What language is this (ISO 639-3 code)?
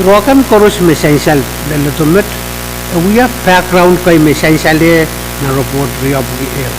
pon